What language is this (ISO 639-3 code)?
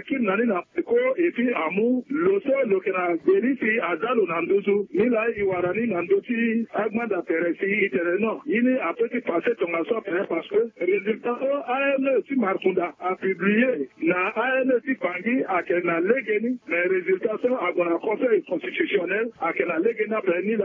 sag